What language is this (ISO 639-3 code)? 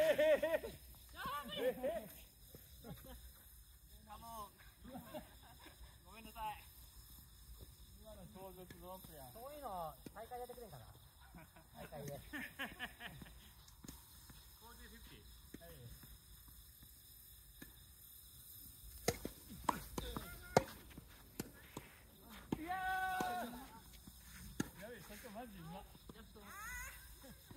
jpn